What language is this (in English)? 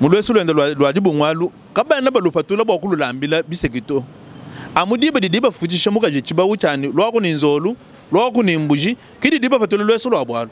Luba-Lulua